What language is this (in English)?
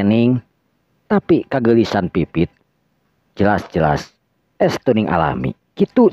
Sundanese